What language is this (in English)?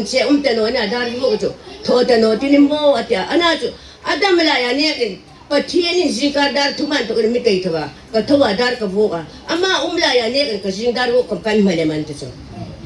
Hmar